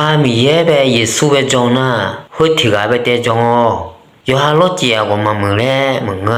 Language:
Akha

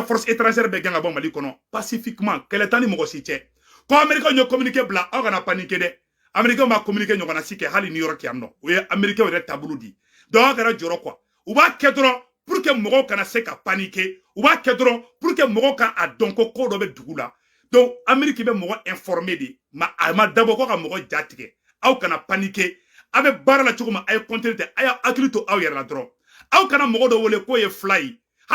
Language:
Bambara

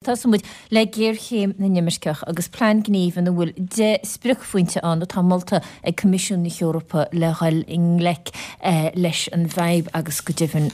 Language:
Irish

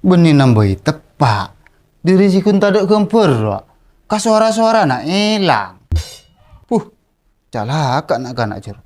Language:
Madurese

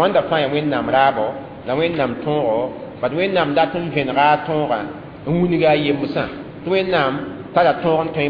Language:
Mossi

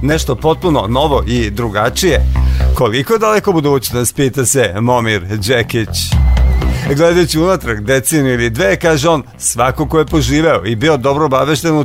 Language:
Serbian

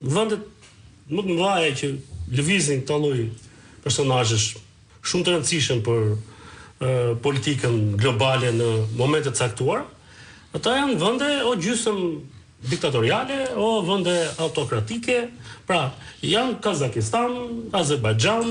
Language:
Albanian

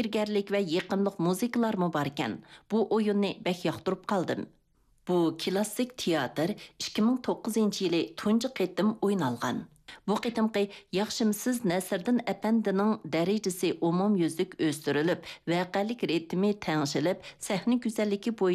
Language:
Uyghur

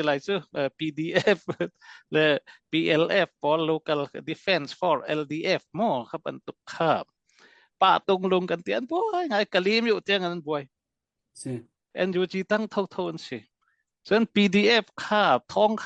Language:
Hakha Chin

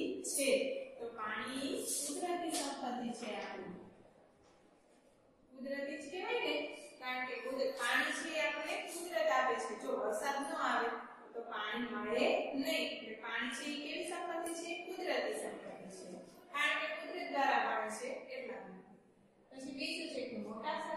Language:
Gujarati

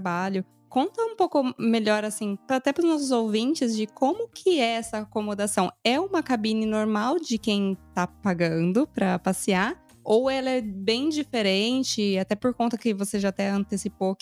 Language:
Portuguese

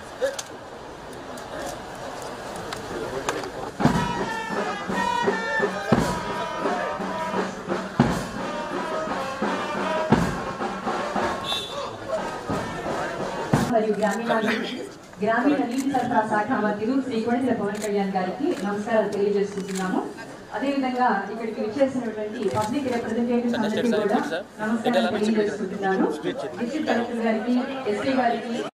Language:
Telugu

